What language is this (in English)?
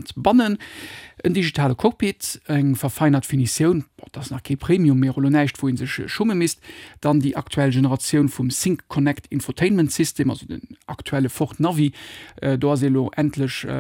Luxembourgish